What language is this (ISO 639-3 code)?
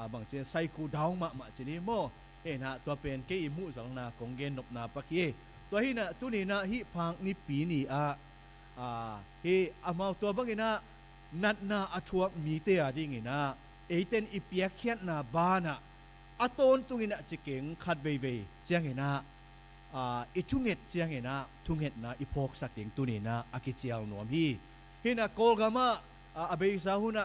ctd